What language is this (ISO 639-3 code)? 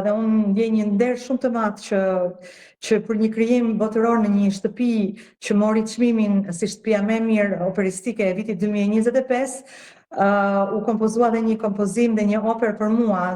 sqi